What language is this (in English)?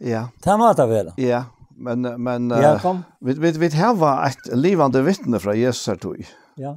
Faroese